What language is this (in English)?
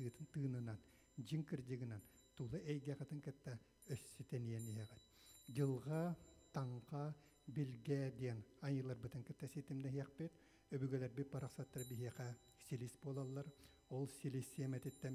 Yakut